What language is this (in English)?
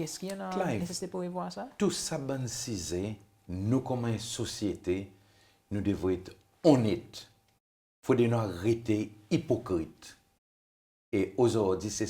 Seselwa Creole French